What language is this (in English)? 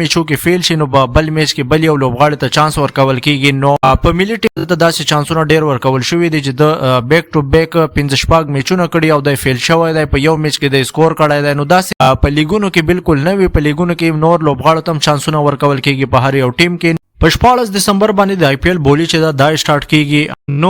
Pashto